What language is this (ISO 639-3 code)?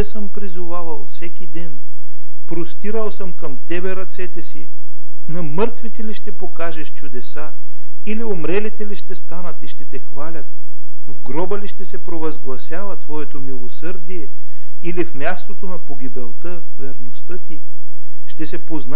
bul